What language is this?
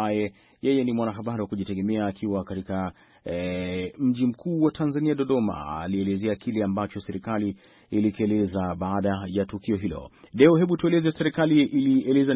Swahili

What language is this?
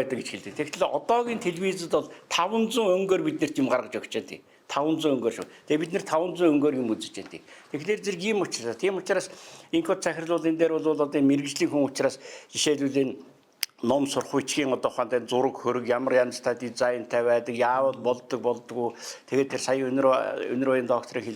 Mongolian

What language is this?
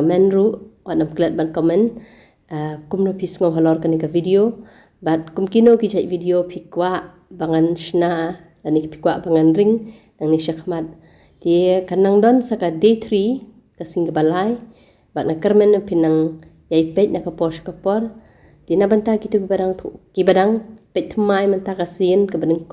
Khasi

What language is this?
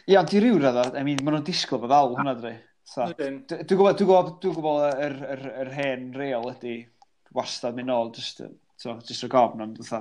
Welsh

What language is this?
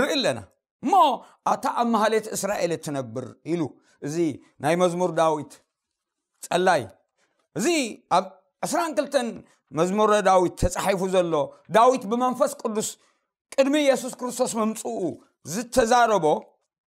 Tigrinya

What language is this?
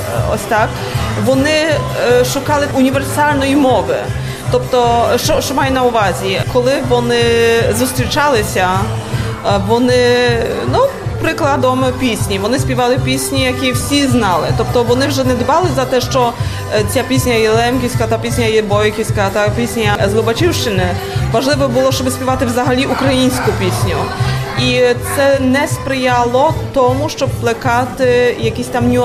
Ukrainian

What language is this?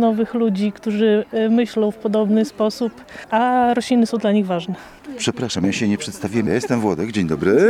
Polish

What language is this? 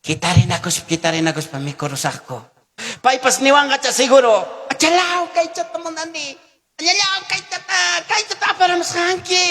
Ayacucho Quechua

